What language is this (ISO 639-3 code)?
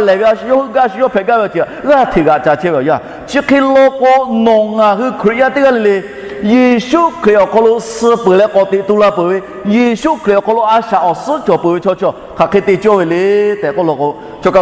lhu